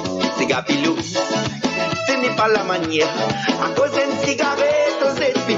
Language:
Morisyen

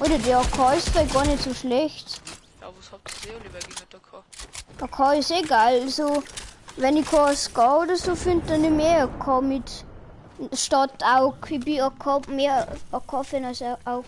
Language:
Bavarian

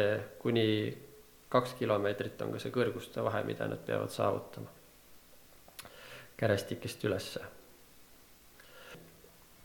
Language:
Estonian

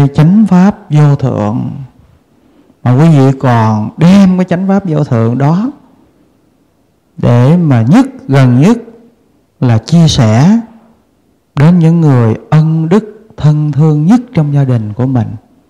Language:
Vietnamese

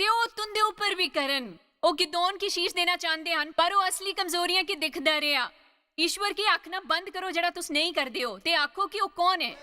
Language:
Dogri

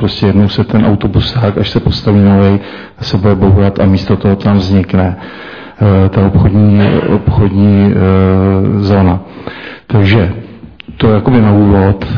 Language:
Czech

